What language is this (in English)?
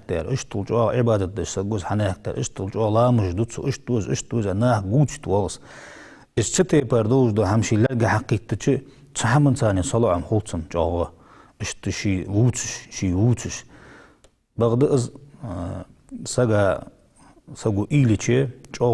Ingush